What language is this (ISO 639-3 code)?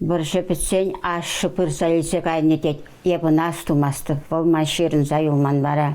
chv